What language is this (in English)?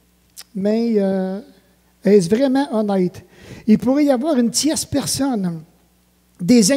French